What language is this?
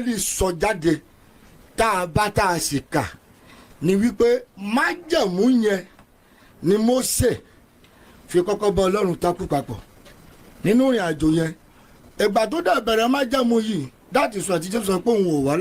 Yoruba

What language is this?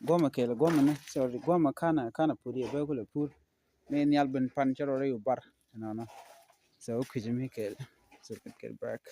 Nuer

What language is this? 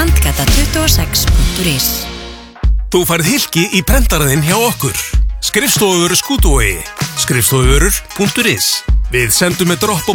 Icelandic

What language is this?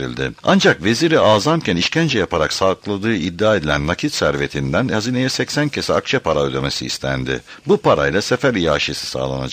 Turkish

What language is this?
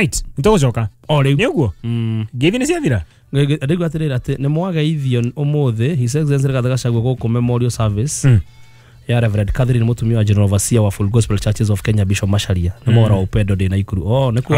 Kikuyu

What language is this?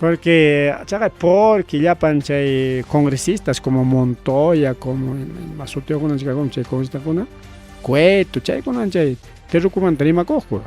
Ayacucho Quechua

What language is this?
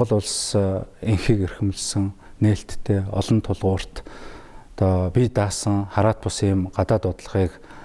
Mongolian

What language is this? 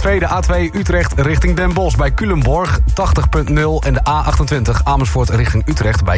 Dutch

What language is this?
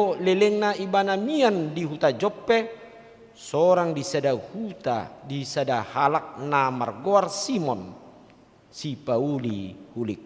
Batak Toba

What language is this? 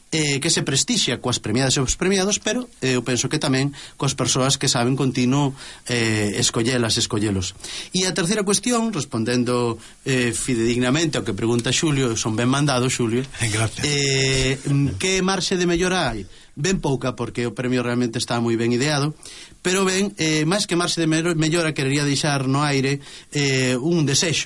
Galician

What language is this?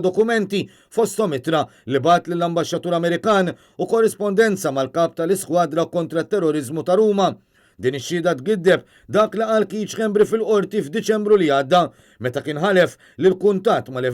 Maltese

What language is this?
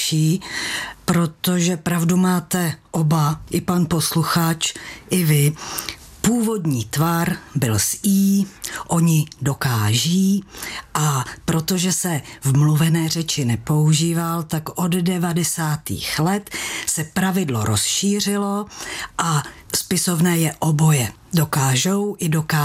Czech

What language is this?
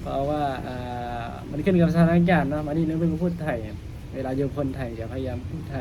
Lao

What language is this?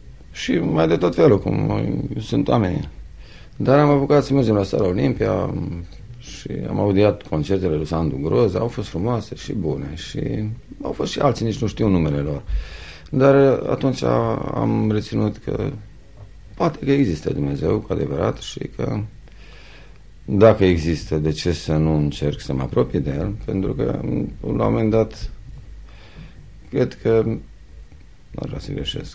Romanian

